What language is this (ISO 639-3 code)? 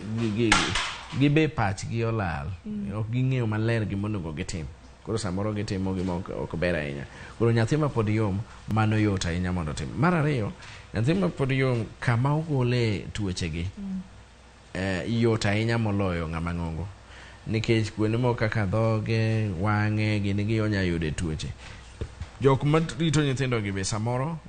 luo